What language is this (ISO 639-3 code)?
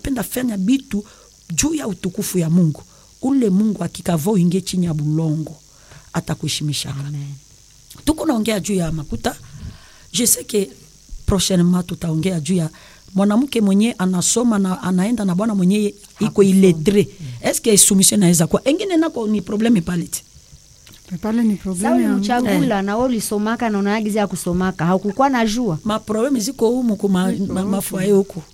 swa